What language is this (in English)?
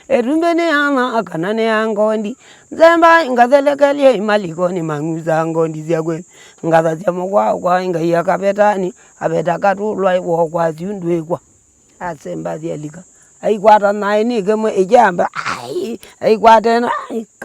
Kamba